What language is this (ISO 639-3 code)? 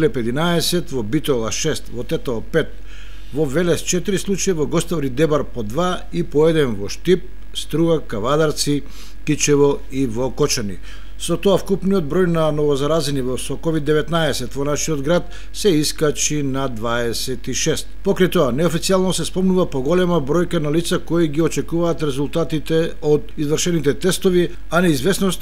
mkd